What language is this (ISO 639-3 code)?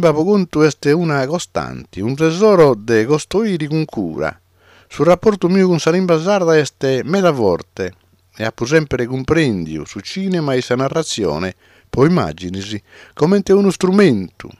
srd